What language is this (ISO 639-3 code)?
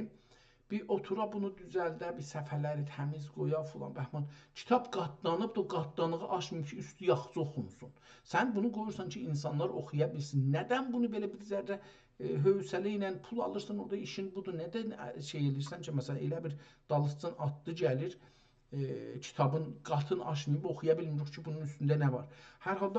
azb